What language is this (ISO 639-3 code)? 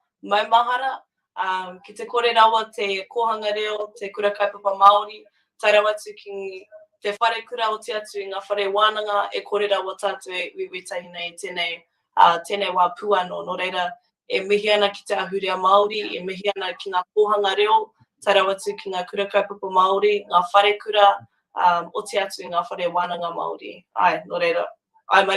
mri